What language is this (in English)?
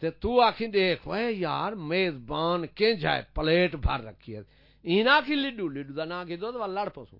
Saraiki